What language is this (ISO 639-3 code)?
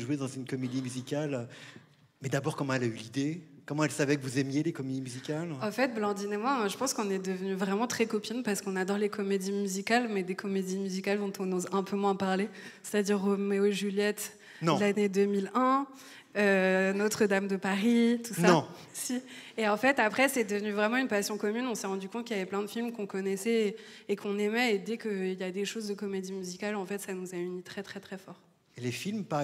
fra